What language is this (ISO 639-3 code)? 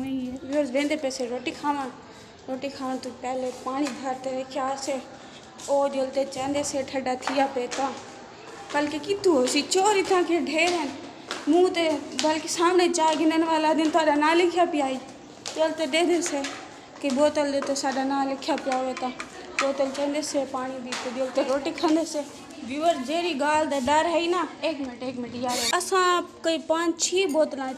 skr